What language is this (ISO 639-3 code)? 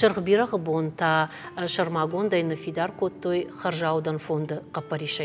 oss